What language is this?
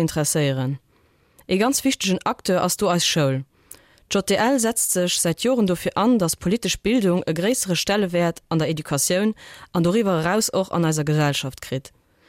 Luxembourgish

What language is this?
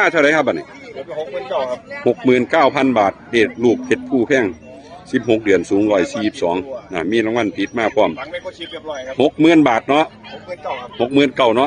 Northeastern Thai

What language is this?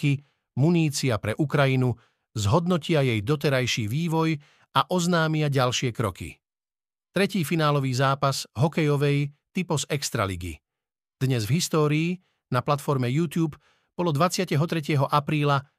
Slovak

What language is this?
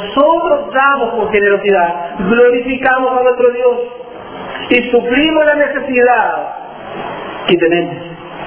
Spanish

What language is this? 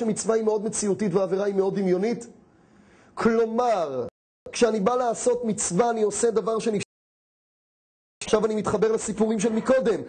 Hebrew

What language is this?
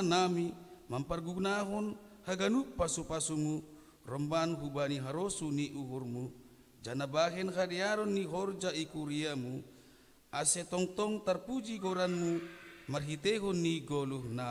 Batak Simalungun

